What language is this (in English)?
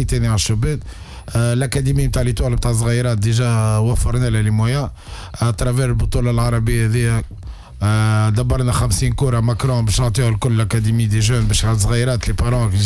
Tunisian Arabic